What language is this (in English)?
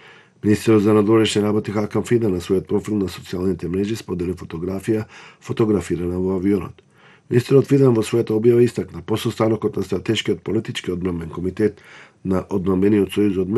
Macedonian